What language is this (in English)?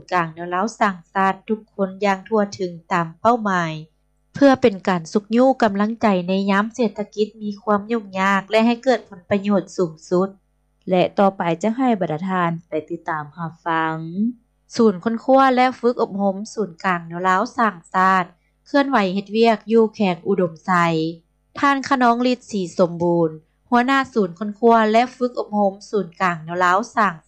Lao